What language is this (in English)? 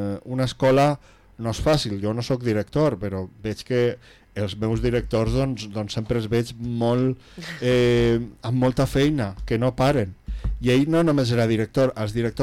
Catalan